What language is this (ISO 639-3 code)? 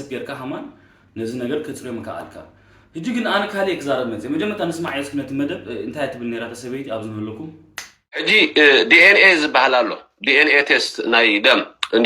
tir